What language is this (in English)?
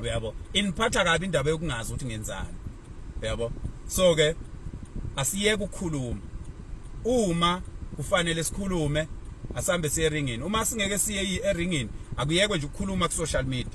Zulu